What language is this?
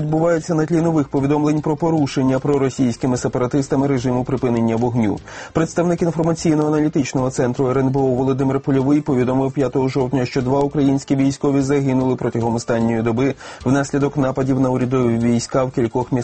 Ukrainian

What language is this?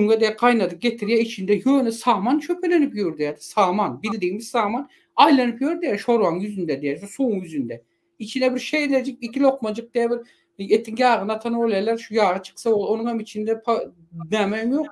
Turkmen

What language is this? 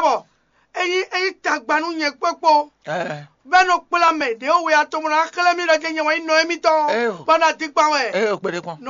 Fon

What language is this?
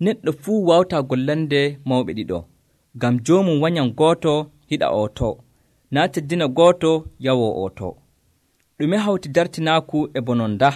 Nigerian Fulfulde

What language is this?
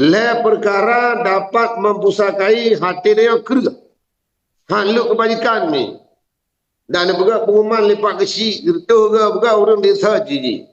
Achinese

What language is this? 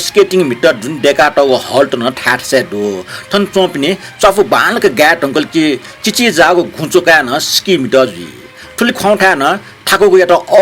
Newari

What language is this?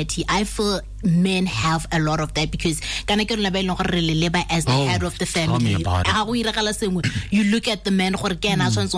Tswana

